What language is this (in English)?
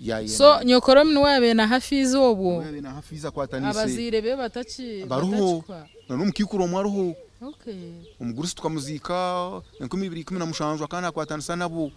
Nyankole